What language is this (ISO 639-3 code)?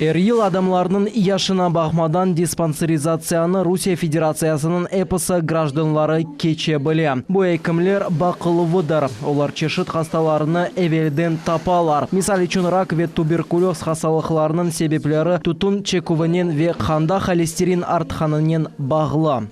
crh